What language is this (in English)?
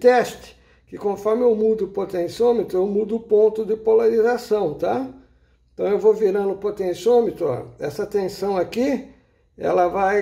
Portuguese